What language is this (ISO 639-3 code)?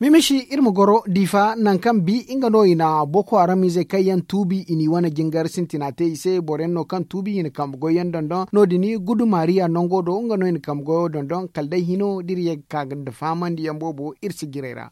dje